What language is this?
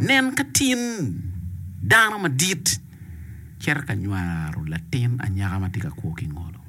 Acoli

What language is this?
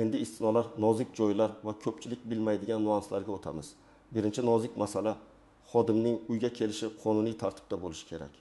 Uzbek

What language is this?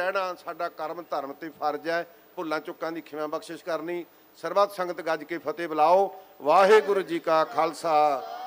Punjabi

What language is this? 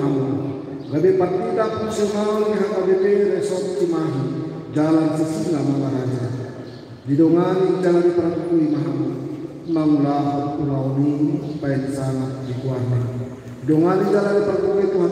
Batak Toba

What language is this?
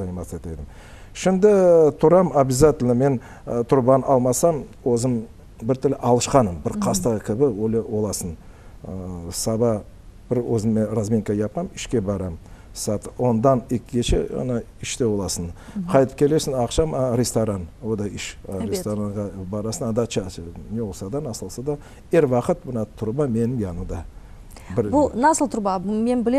Crimean Tatar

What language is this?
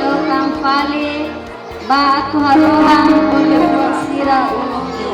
Tetum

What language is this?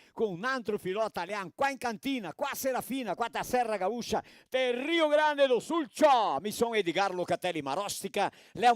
Venetian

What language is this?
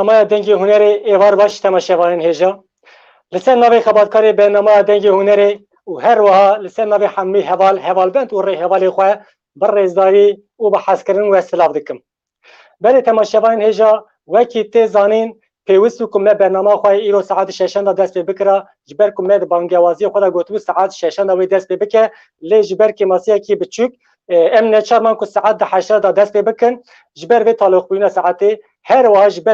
Kurdish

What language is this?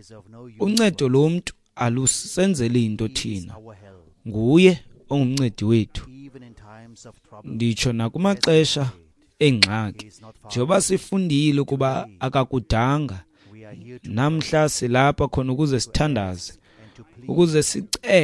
Xhosa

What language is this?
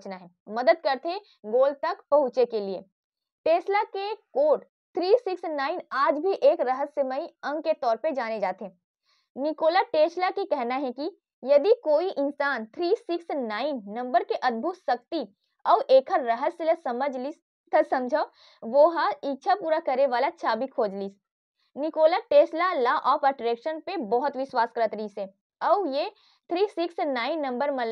Chhattisgarhi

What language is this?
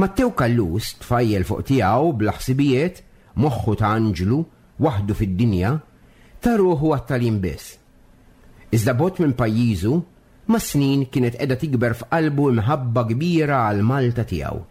Maltese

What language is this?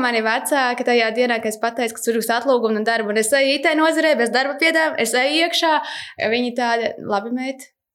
Latvian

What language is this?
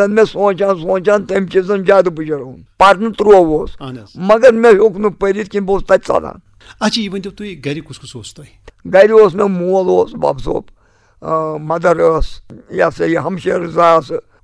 Kashmiri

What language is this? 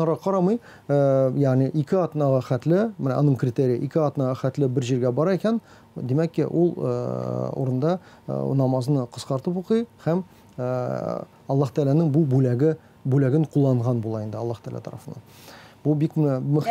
Tatar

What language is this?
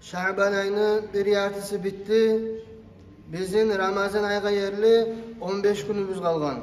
Kumyk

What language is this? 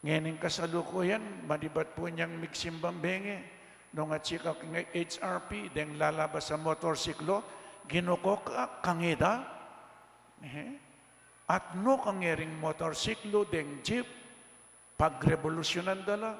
Pampanga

